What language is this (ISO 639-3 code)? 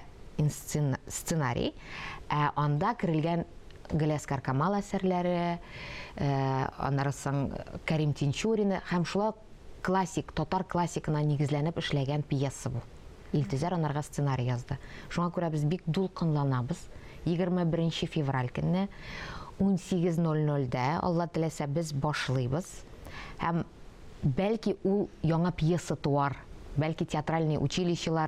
tat